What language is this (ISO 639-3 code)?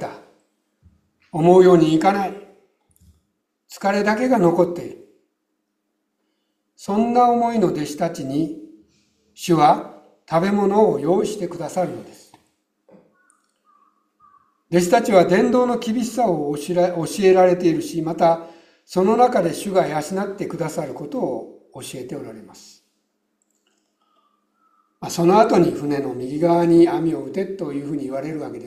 jpn